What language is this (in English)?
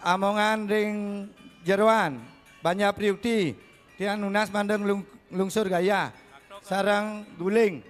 Balinese